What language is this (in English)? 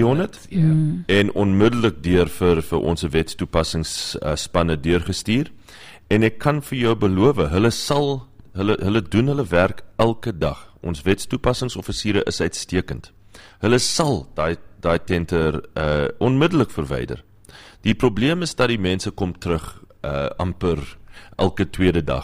Afrikaans